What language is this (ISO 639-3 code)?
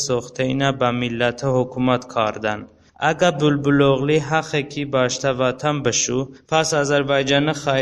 tly